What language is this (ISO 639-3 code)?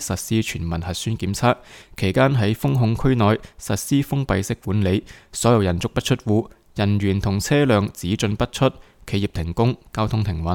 yue